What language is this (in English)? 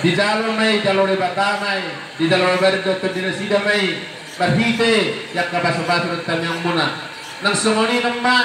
Batak Toba